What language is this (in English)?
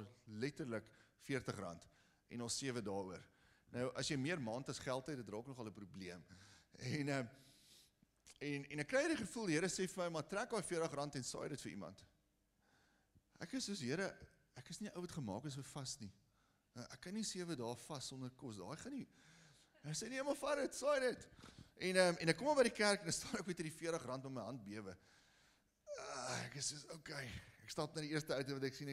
Afrikaans